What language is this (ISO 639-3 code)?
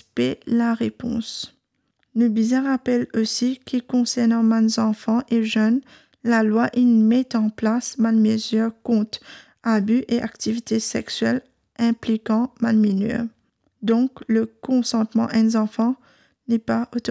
mfe